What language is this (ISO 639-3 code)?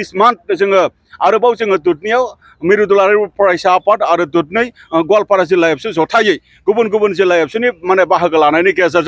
brx